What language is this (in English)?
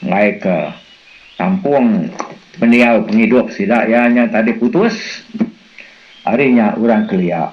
Iban